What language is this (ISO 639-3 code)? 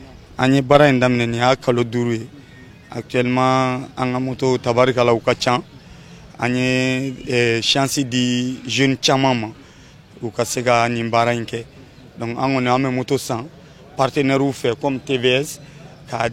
bam